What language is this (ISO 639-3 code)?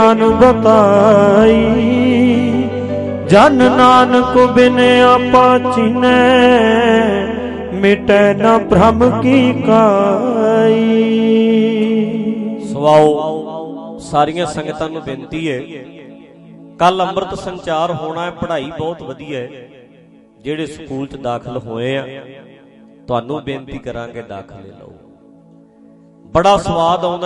pan